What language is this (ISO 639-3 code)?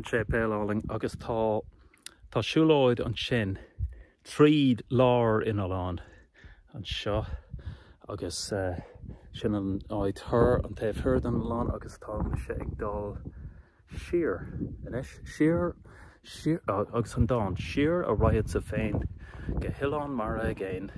gle